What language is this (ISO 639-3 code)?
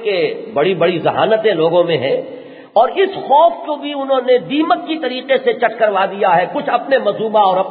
urd